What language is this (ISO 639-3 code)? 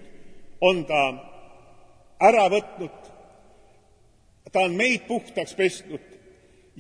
est